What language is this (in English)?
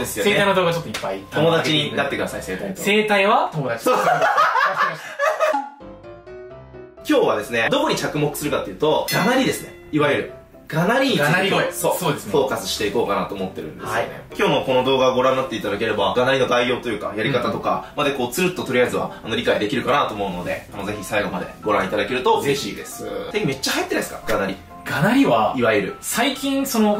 Japanese